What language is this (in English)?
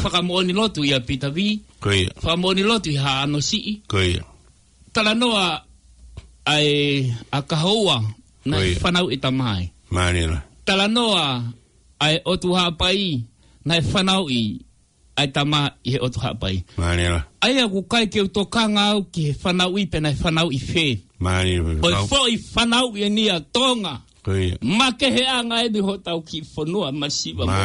Tongan